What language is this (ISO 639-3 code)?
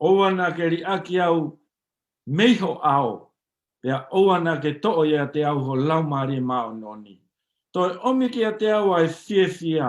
ton